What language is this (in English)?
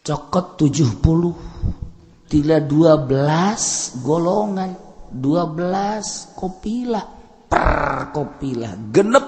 Sundanese